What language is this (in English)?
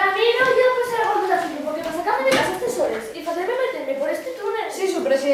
Asturian